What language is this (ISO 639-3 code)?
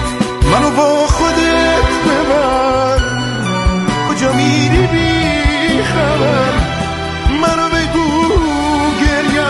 fas